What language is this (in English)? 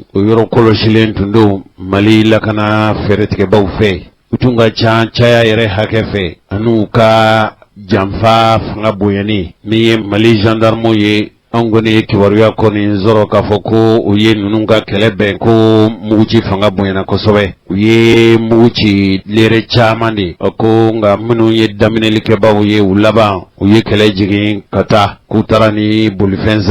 Bambara